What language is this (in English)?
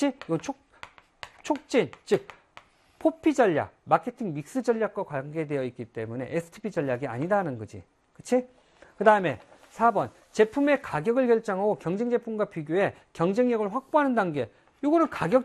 Korean